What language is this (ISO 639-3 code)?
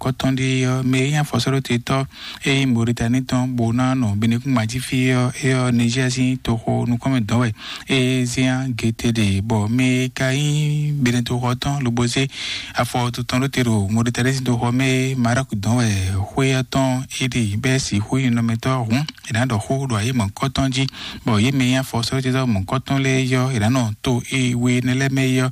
fon